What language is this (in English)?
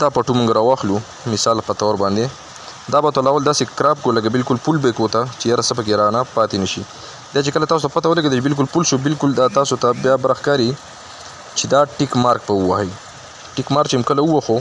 Pashto